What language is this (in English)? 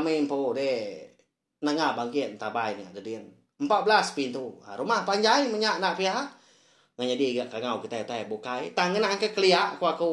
Iban